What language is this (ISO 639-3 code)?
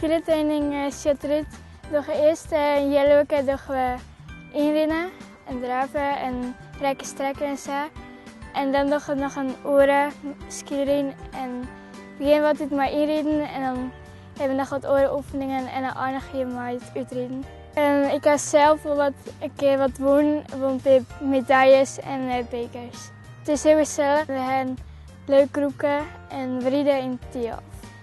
fry